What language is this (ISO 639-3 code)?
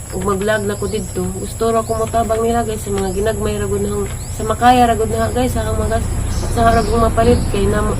ceb